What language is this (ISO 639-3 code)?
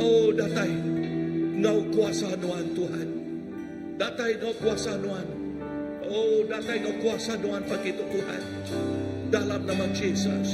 iba